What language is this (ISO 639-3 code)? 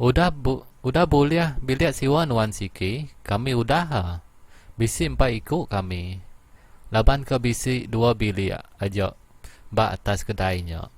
iba